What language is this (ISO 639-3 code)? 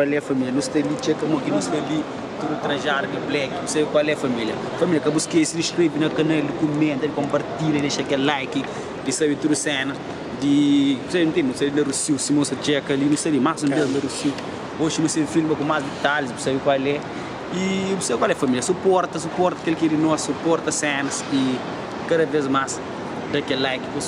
kea